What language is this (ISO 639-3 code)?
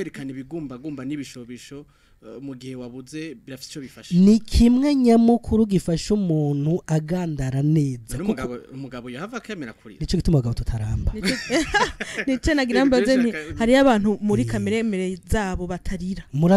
run